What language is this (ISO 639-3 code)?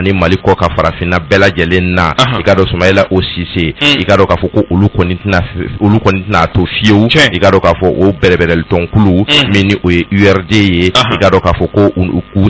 bam